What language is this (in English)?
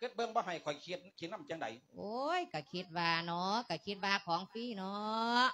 Lao